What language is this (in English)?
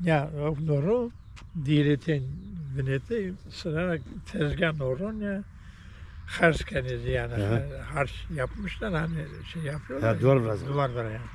Zaza